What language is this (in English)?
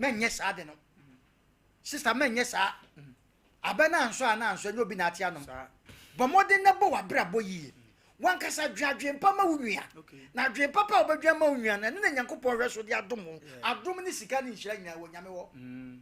Akan